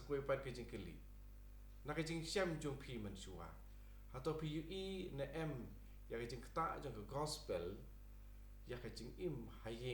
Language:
Khasi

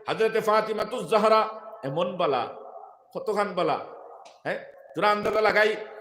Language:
Sylheti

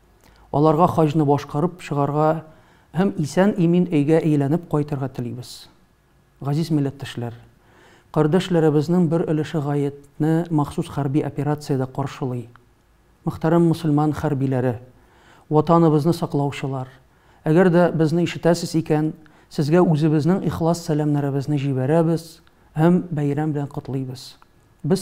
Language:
Tatar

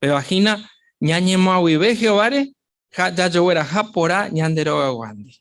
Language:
Guarani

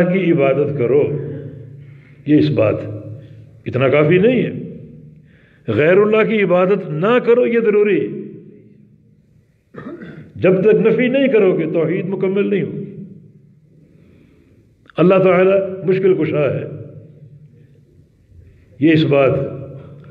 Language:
Urdu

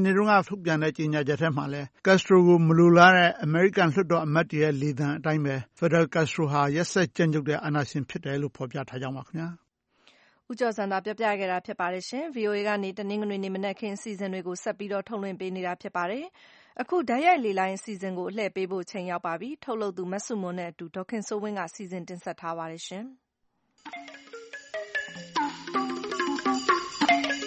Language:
Burmese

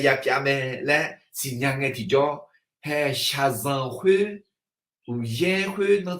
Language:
Akha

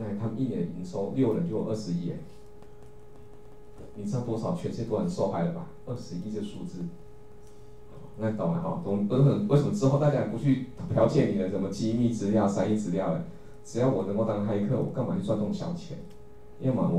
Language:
Chinese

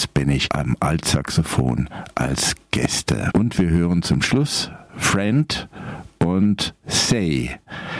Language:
German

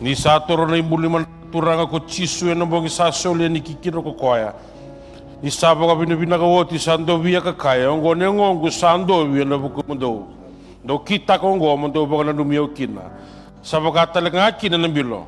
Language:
Fijian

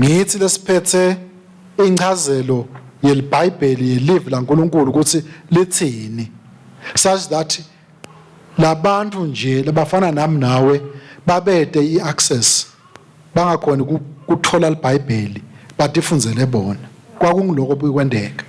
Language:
Swati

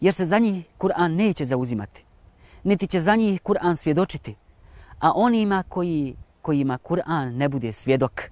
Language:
Bosnian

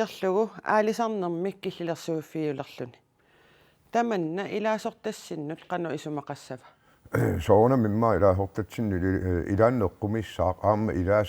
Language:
Kalaallisut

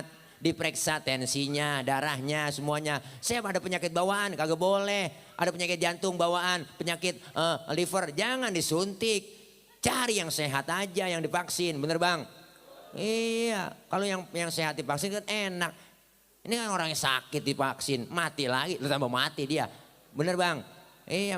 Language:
Betawi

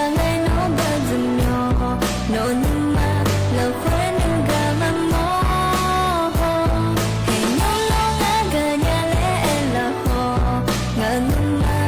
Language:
Akha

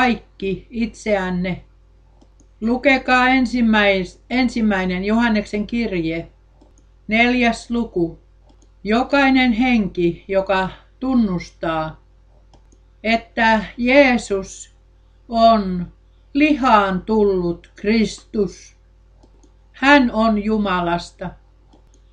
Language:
Finnish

